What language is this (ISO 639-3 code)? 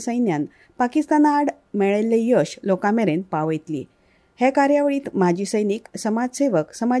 kok